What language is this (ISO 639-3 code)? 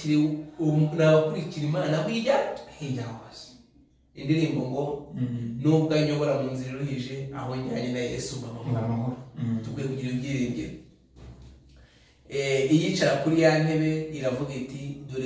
kin